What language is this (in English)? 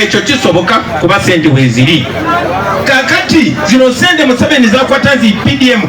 Ganda